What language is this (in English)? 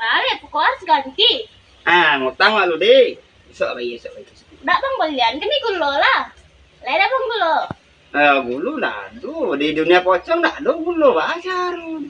Minangkabau